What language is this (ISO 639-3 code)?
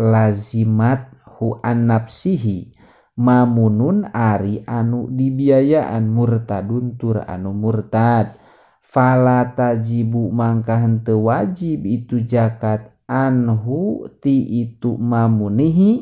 sun